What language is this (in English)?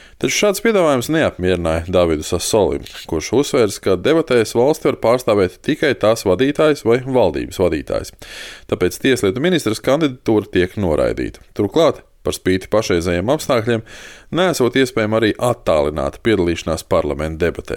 Latvian